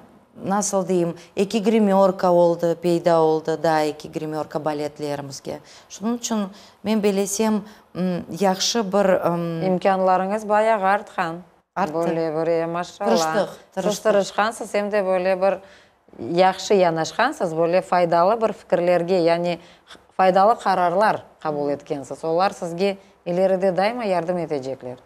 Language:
Crimean Tatar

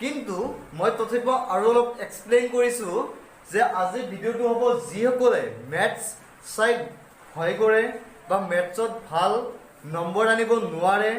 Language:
Assamese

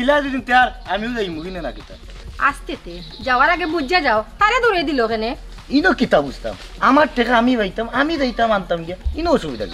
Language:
Sylheti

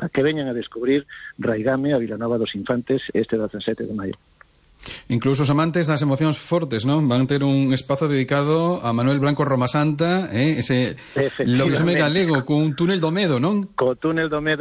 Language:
Galician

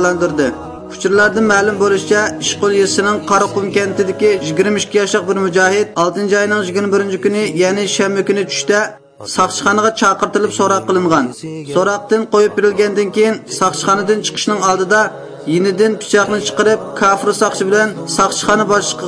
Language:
Uyghur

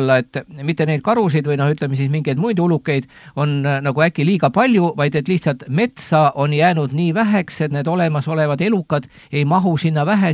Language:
Estonian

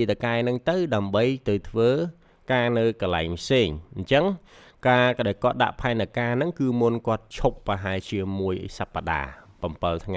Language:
Khmer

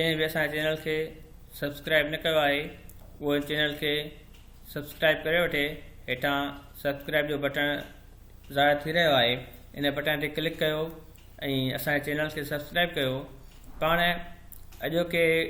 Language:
Sindhi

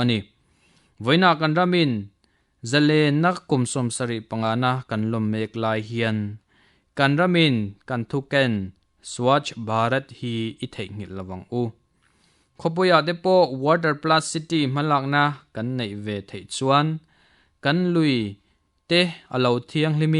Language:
Mizo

